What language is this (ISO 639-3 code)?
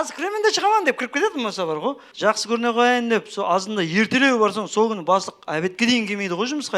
kaa